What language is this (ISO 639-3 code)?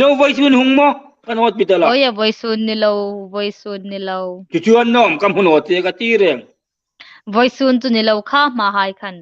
hmr